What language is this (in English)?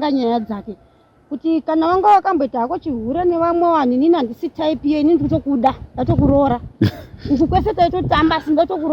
Shona